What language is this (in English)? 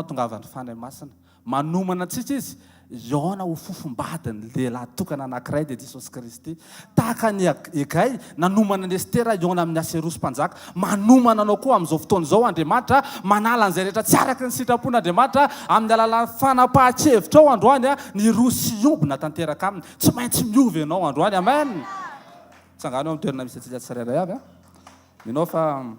Malagasy